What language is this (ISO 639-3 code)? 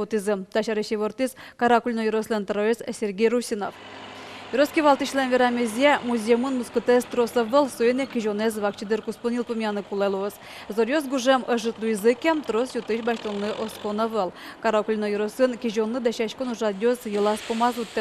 udm